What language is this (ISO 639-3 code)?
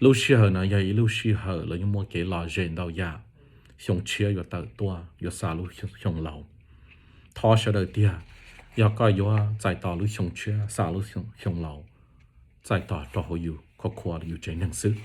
hmn